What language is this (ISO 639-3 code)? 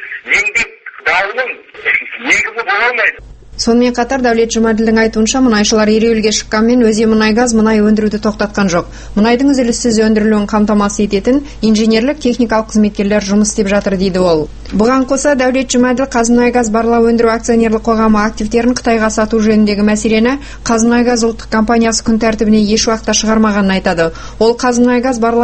kaz